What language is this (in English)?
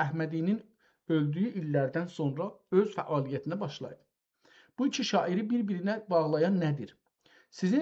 South Azerbaijani